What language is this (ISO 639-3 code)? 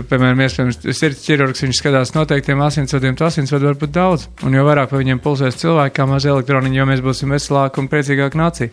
lav